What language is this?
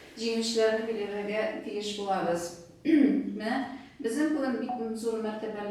Tatar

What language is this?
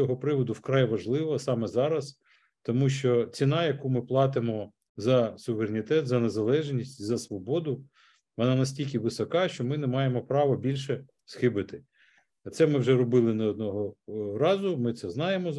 Ukrainian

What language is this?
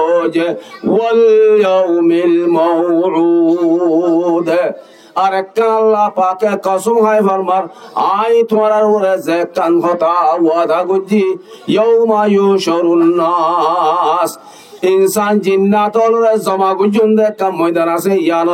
Rohingya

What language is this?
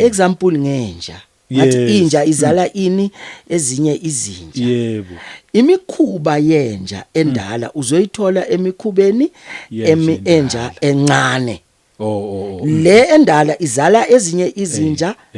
Zulu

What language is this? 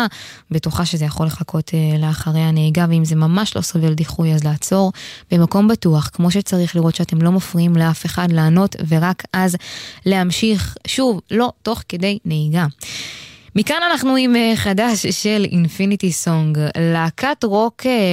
Hebrew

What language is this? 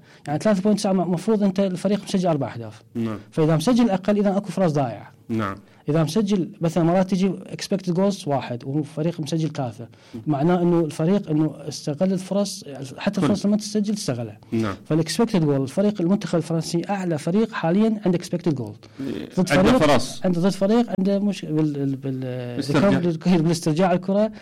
Mesopotamian Arabic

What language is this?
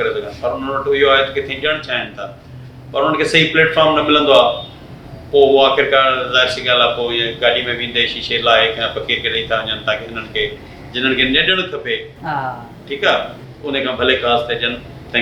Sindhi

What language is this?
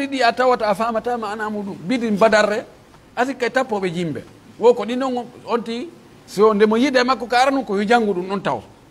Pular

